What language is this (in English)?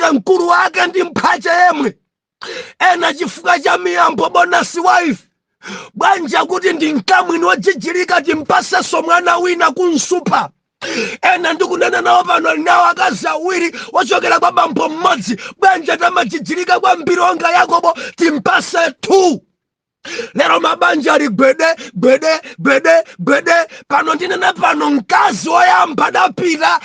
Nyanja